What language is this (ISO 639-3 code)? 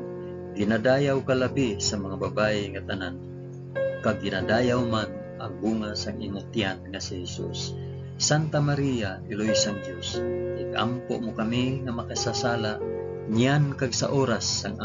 hil